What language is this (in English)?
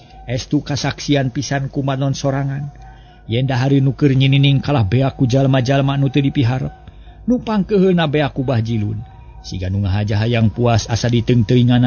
Sundanese